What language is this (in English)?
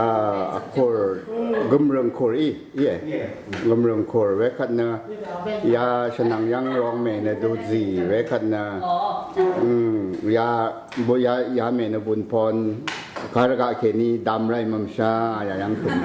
Rawang